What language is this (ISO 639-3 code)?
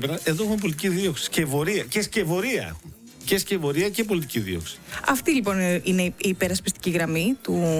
ell